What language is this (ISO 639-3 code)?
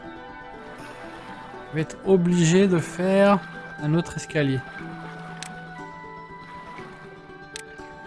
fra